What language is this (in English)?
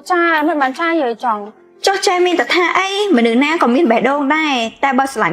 Khmer